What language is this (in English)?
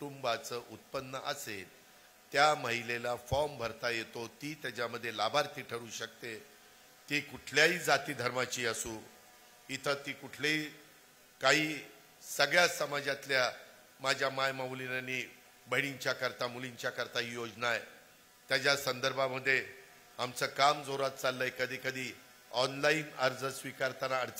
Marathi